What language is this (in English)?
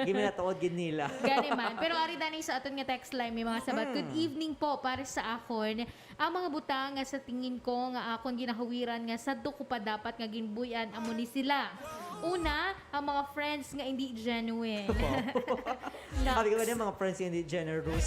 Hiligaynon